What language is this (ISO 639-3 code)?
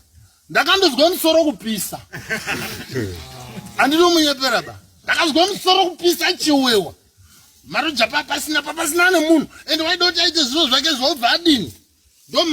sna